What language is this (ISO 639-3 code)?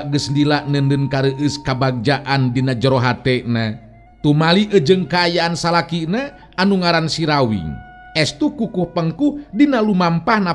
sun